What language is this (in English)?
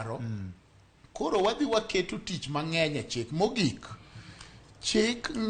Luo (Kenya and Tanzania)